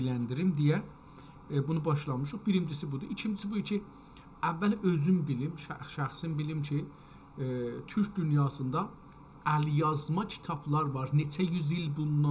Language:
South Azerbaijani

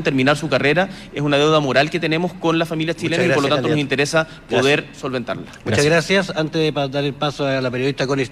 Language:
Spanish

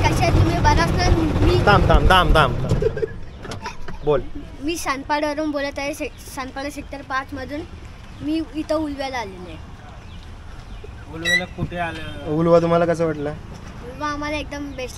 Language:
Marathi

